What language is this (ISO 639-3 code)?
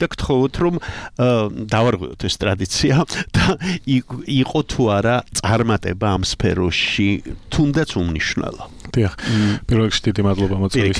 kat